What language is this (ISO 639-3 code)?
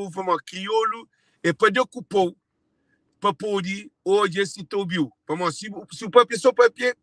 kea